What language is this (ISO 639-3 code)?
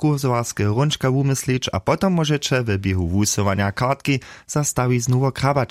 hsb